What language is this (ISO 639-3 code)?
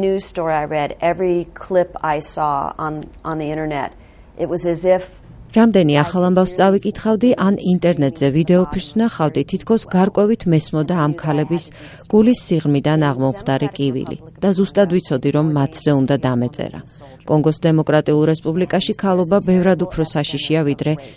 kat